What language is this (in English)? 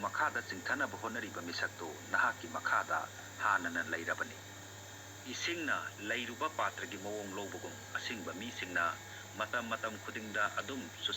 Manipuri